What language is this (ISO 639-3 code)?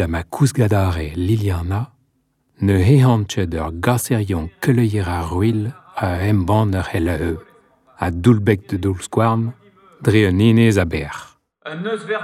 bre